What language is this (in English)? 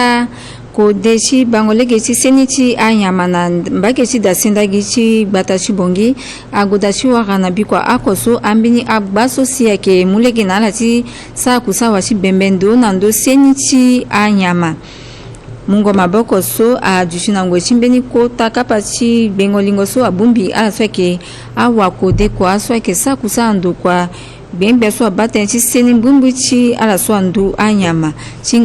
Sango